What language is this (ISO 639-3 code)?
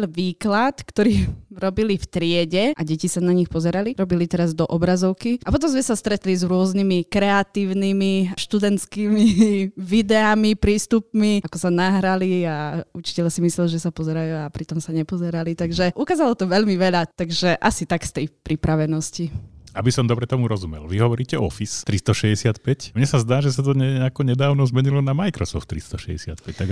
slk